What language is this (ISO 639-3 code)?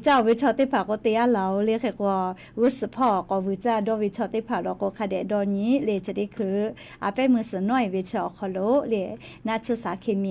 lhu